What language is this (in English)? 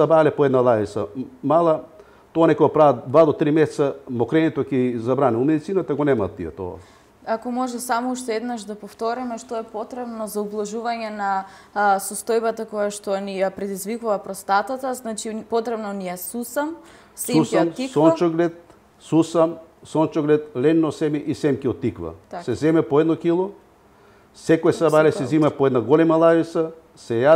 Macedonian